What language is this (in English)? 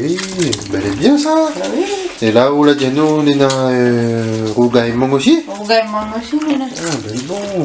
Réunion Creole French